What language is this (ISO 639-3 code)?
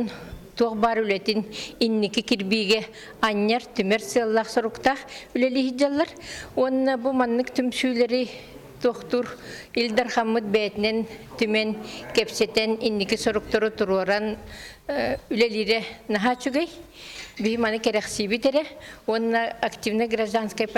sah